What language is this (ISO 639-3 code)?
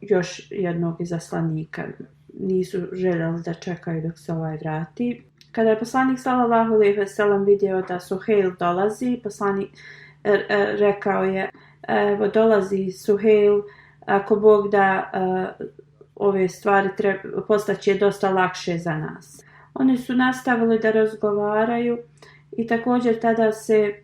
bos